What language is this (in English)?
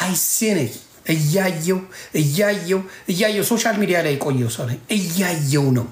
Amharic